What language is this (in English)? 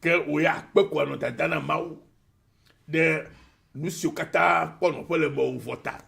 Ewe